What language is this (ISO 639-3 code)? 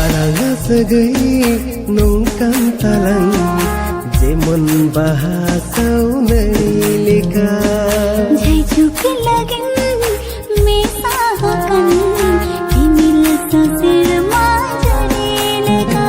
sat